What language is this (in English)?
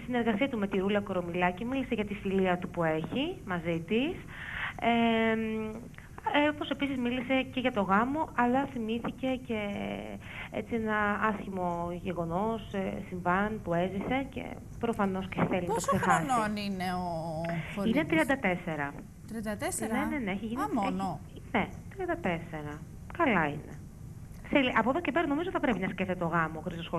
Greek